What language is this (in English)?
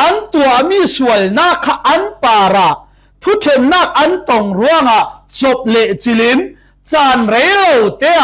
Falam Chin